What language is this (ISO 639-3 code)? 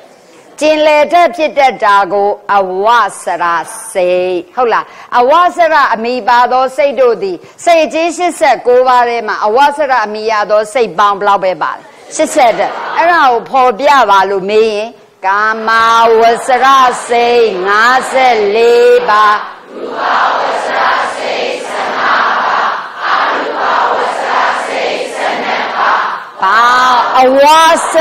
mya